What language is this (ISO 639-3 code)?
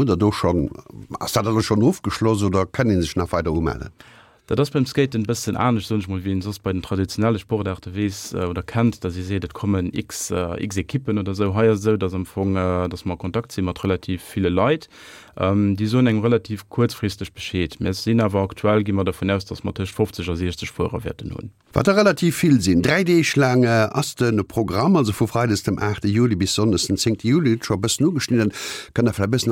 ltz